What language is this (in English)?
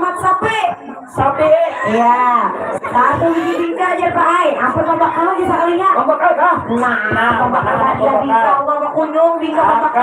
Banjar